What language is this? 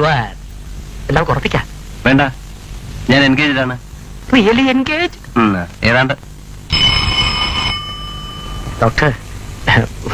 Malayalam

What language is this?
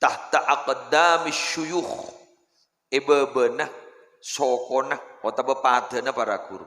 Madurese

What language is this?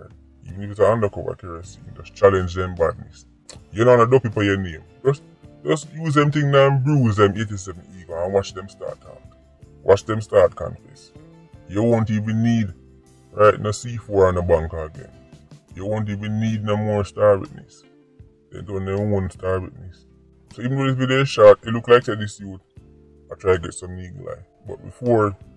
Jamaican Creole English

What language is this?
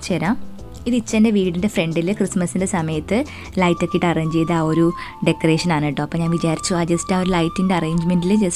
Malayalam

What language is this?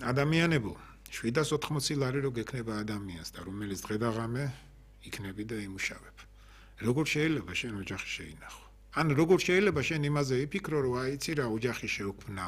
Georgian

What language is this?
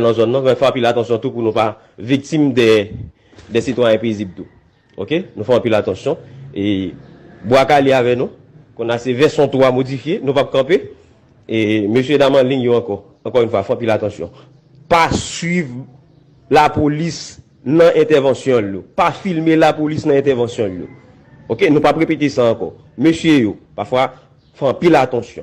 Haitian Creole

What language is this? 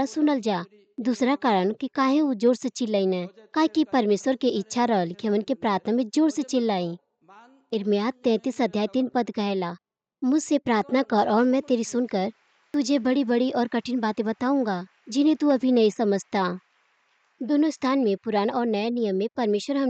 Bhojpuri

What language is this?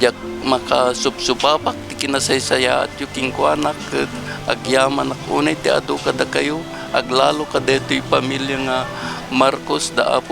Iloko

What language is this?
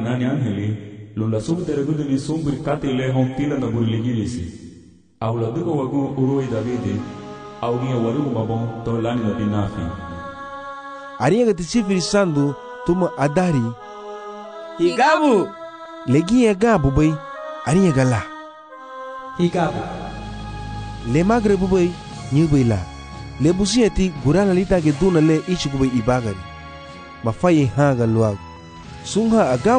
Garifuna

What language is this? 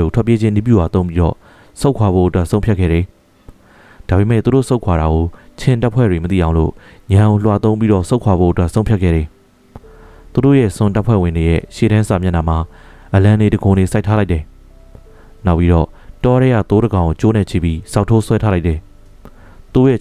Burmese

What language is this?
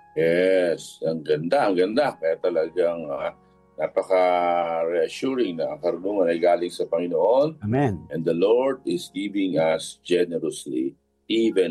Filipino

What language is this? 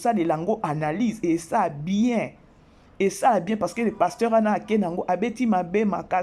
Lingala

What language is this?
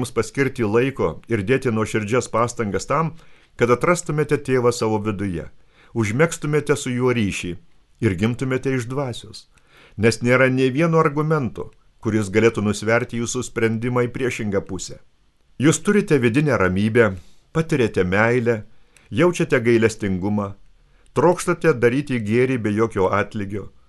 Lithuanian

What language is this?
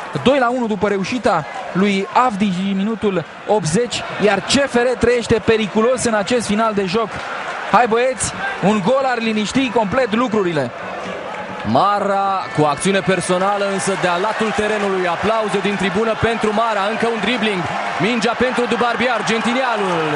Romanian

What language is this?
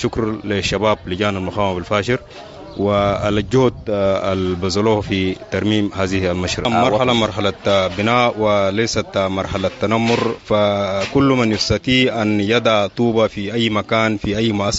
Sudanese Arabic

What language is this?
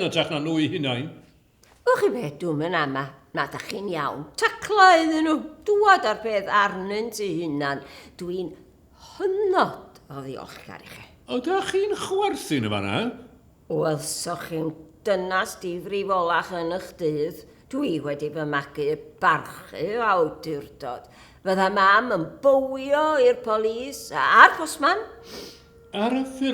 Welsh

